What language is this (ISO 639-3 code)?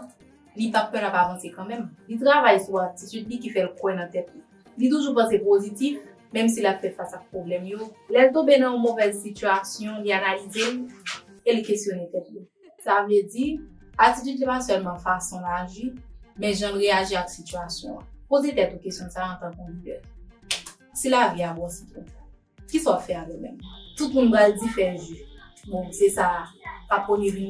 hat